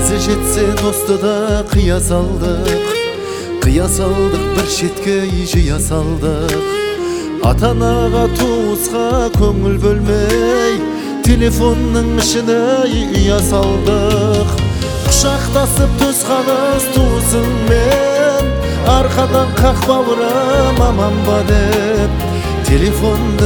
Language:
Kazakh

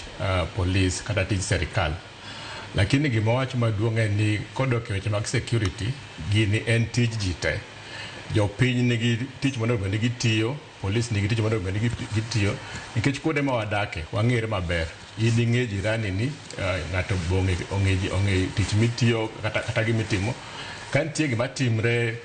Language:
Luo (Kenya and Tanzania)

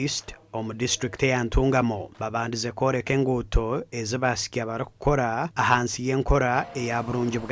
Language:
Nyankole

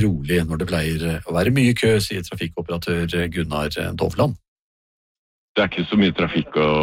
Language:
Norwegian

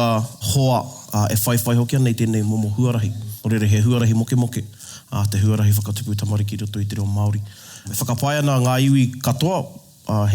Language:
Māori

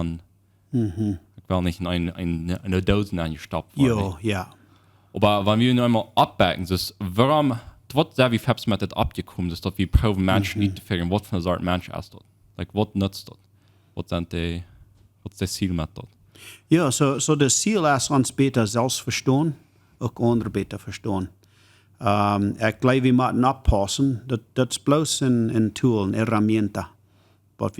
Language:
Plautdietsch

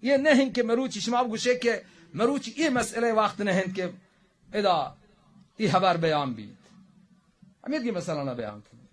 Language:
Baluchi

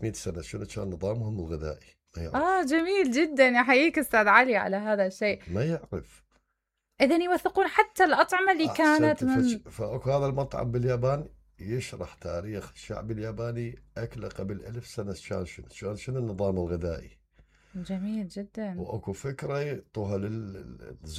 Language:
Mesopotamian Arabic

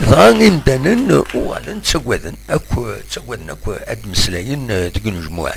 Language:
Kabyle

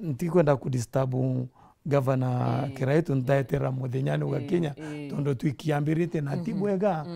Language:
Meru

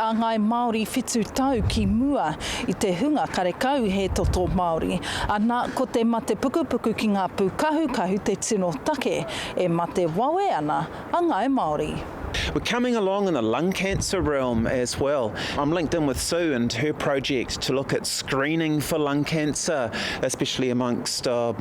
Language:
Māori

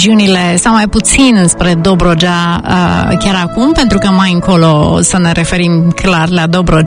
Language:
Romanian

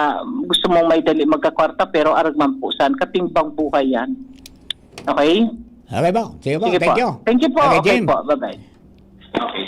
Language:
Bikol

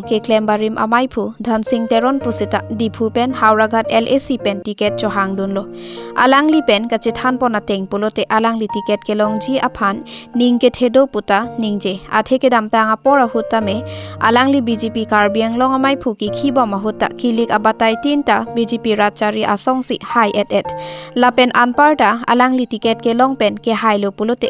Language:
Karbi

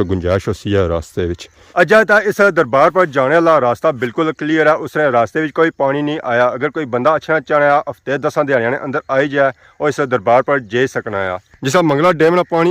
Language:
Pahari-Potwari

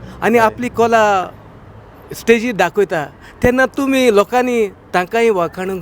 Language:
Konkani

